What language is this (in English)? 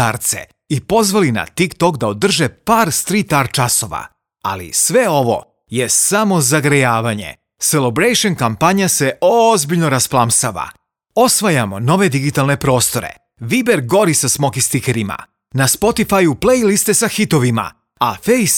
Serbian